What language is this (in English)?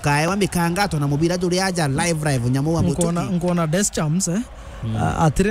Meru